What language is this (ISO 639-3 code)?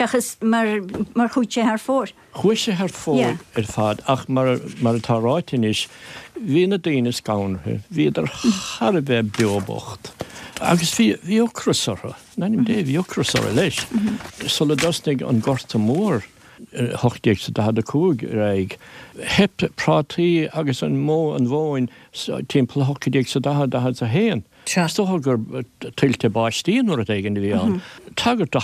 gle